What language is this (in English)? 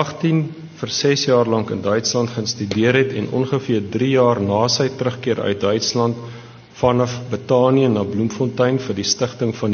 Afrikaans